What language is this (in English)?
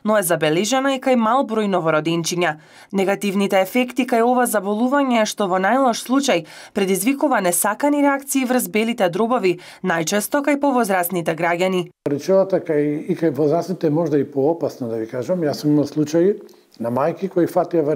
Macedonian